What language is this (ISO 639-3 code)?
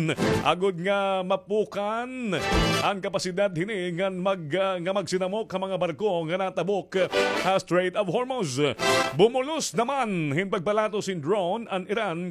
war